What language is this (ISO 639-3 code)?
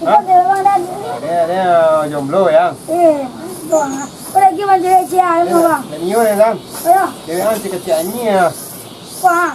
min